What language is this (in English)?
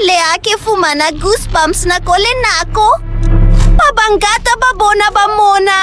Southern Sotho